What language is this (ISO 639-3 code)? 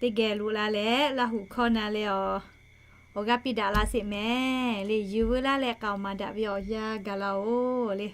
lhu